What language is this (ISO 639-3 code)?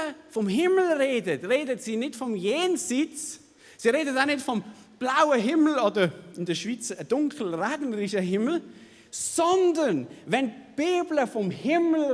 gsw